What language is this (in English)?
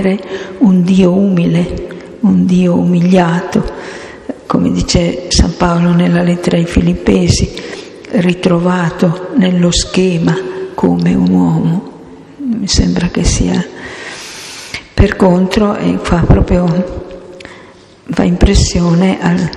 Italian